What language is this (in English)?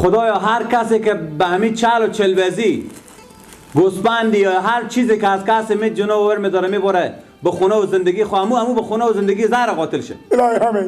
Persian